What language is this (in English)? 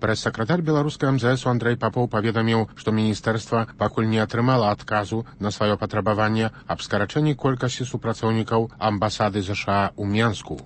Belarusian